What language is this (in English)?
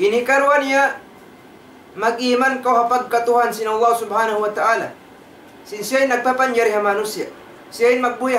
Tausug